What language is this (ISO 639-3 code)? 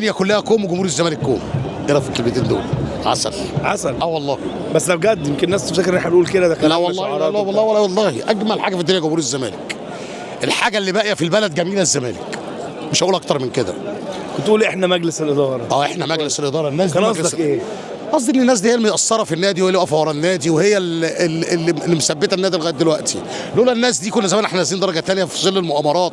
arz